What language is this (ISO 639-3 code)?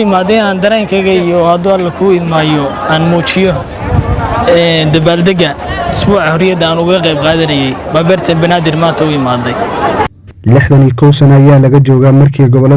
som